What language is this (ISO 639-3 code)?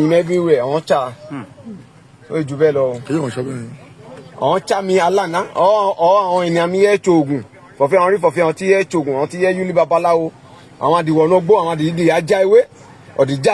yor